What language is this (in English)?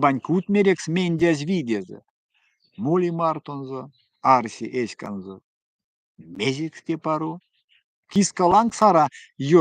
Erzya